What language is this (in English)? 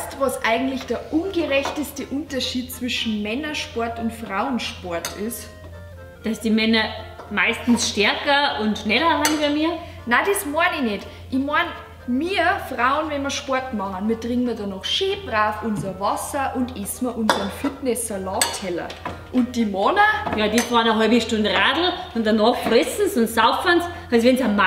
Bavarian